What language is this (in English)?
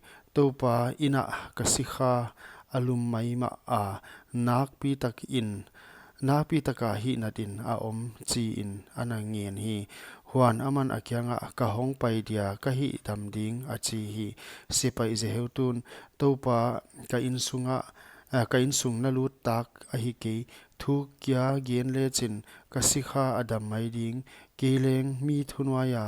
Paite Chin